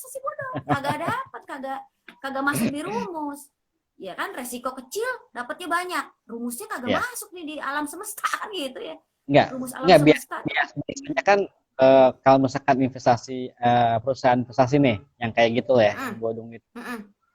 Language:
Betawi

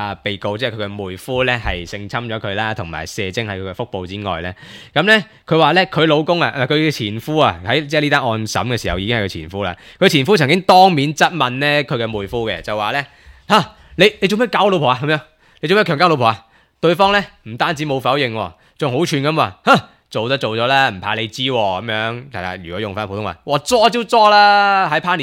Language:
Cantonese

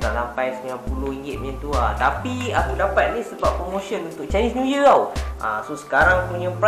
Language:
Malay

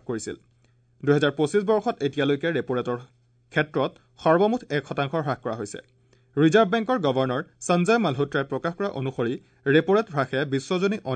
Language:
Assamese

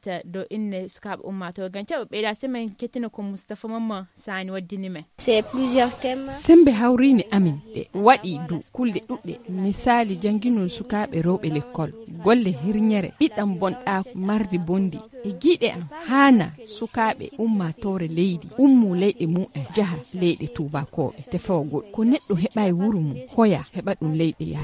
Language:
Nigerian Fulfulde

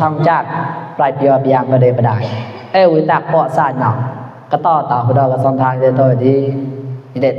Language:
Mon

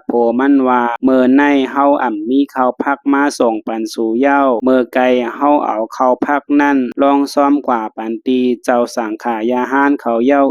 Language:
Shan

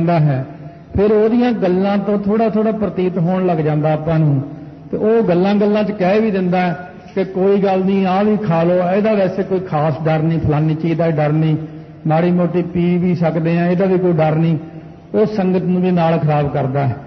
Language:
Punjabi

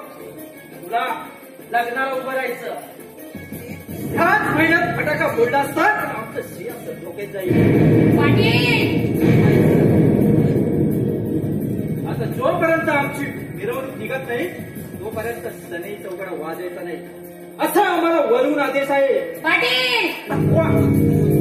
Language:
Marathi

